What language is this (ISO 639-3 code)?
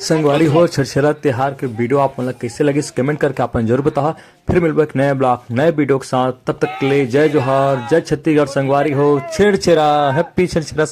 hne